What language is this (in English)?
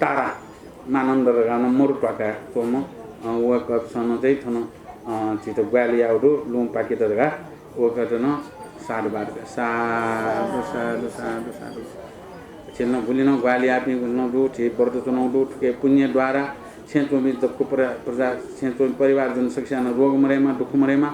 Newari